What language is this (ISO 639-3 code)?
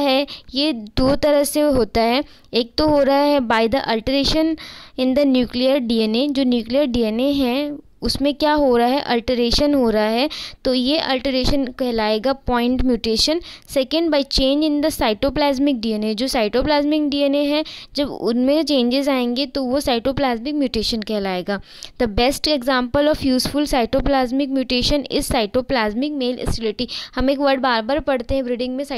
hin